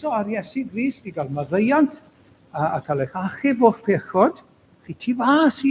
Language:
Welsh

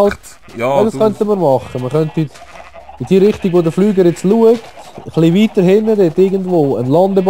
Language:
Swiss German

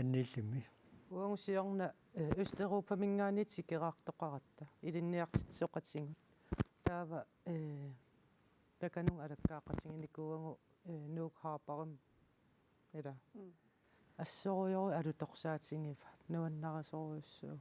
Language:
Kalaallisut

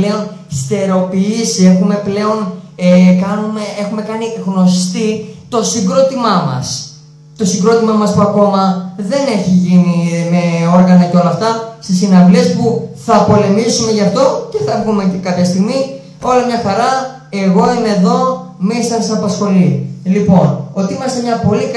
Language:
Greek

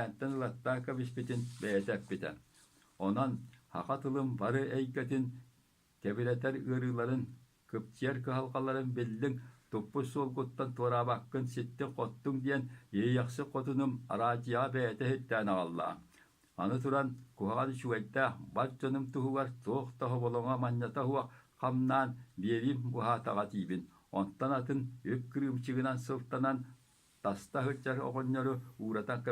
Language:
Yakut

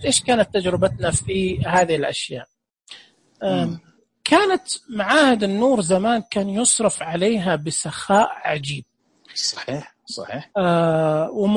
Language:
Najdi Arabic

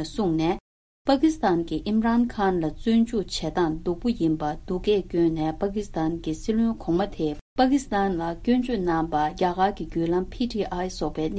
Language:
Tibetan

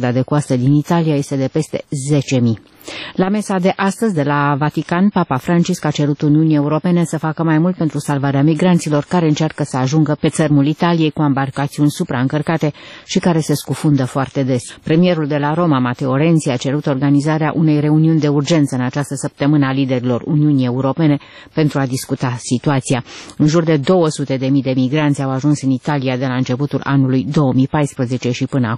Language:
Romanian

